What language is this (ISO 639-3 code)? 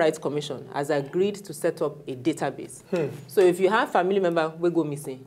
pcm